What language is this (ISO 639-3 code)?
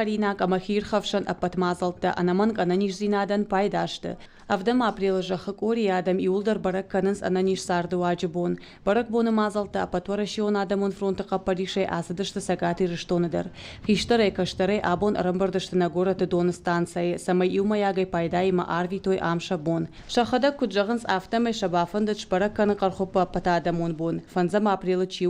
oss